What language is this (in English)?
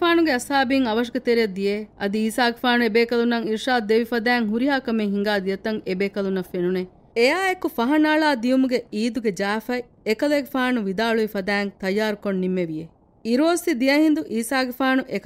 Divehi